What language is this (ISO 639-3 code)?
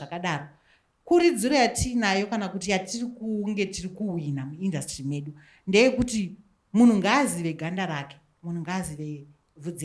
sna